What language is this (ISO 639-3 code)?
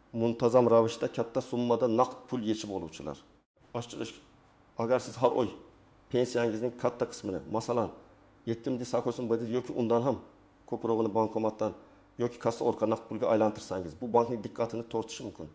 uzb